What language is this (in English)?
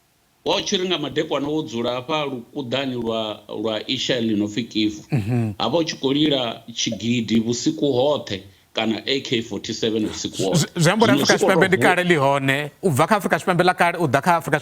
Venda